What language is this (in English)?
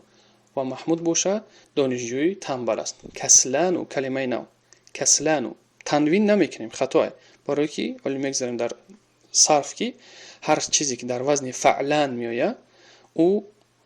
Tajik